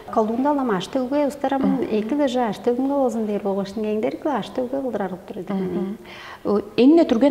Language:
Tuvinian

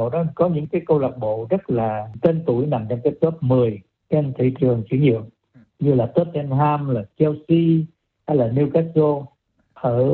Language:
Vietnamese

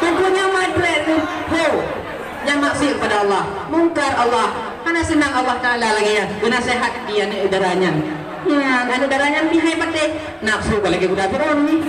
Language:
Achinese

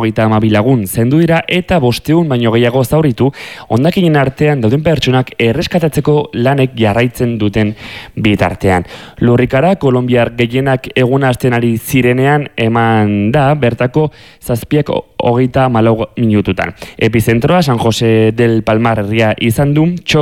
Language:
Basque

